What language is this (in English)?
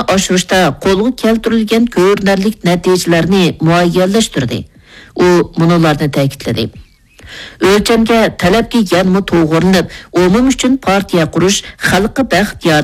Uyghur